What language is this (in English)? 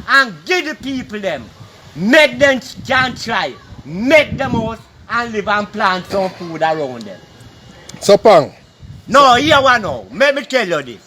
Jamaican Creole English